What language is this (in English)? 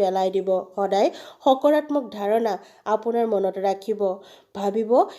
Assamese